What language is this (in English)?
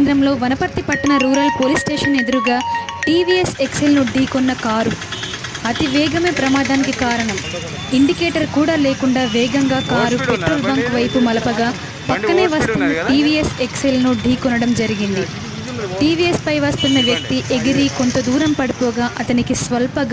Telugu